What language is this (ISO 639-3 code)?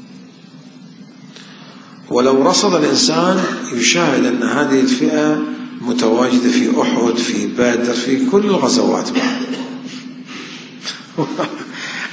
ara